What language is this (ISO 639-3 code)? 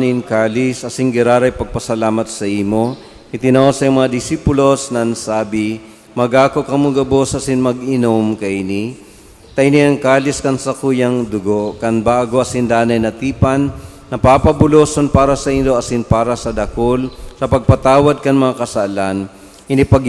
bik